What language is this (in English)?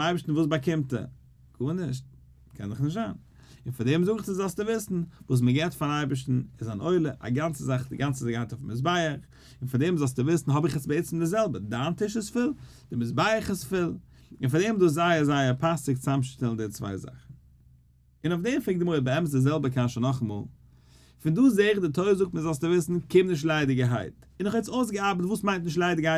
Yiddish